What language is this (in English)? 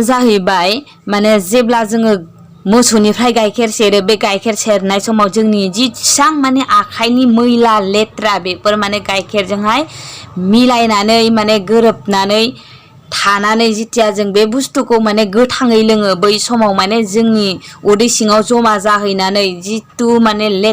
Bodo